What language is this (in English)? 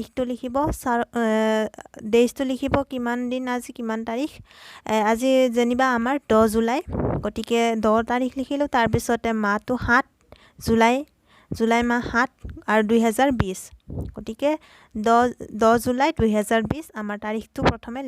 Assamese